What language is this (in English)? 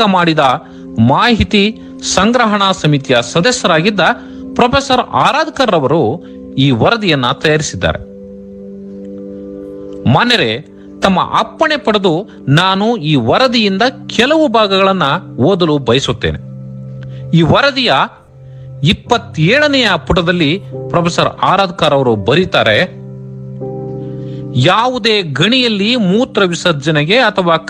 Kannada